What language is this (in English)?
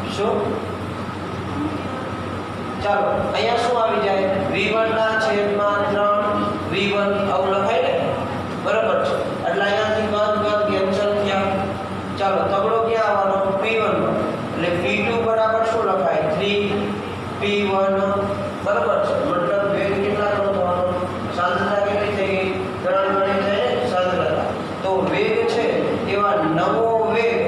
Gujarati